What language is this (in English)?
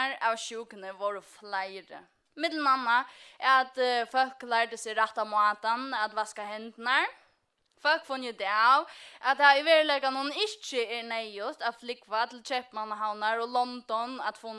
Faroese